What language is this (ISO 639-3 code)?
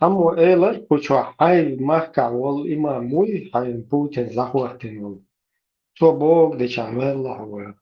che